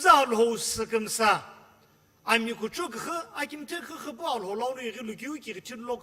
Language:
Sumi Naga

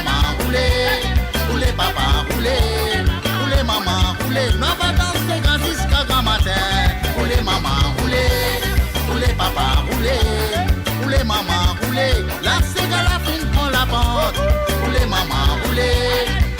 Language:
Morisyen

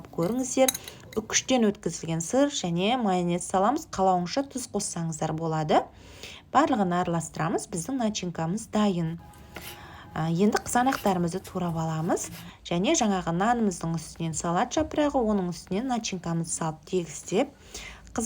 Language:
Kazakh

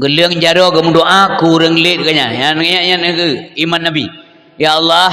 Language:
Achinese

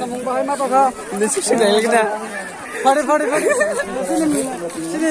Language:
Kok Borok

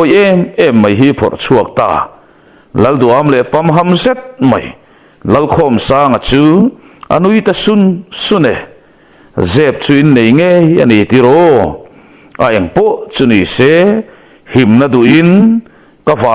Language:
Mizo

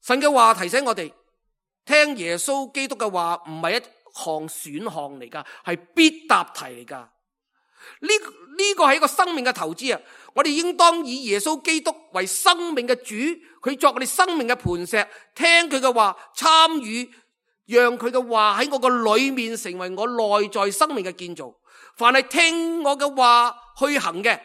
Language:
Cantonese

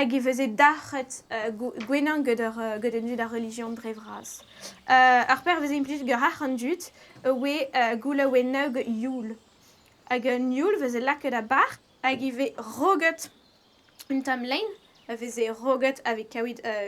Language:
Breton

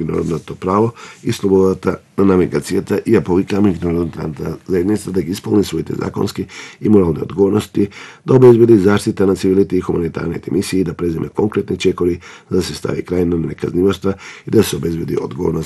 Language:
Macedonian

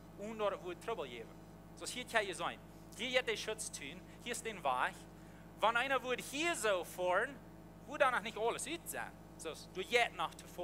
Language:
Plautdietsch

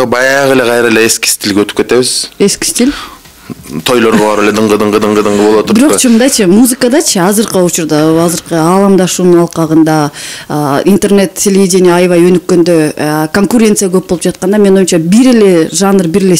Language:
Kyrgyz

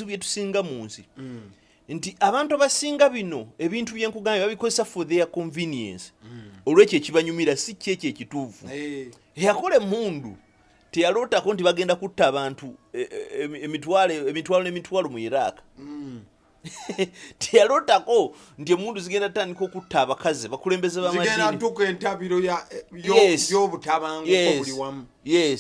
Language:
Ganda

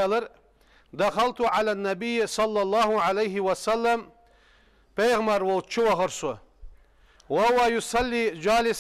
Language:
Ingush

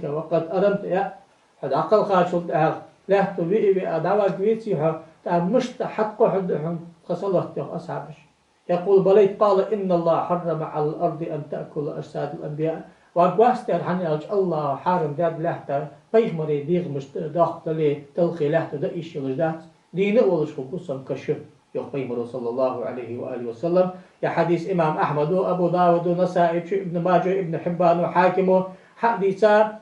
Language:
Ingush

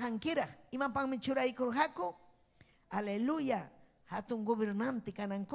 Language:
Ayacucho Quechua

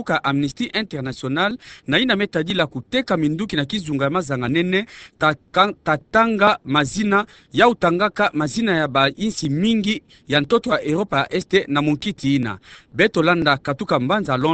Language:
Kituba (Democratic Republic of Congo)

